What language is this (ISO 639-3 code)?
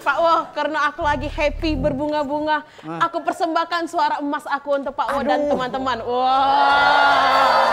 mui